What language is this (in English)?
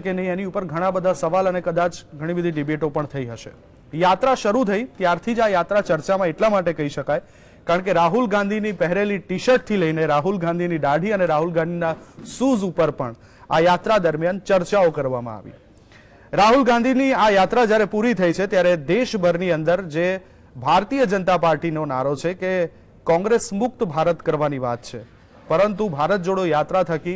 Gujarati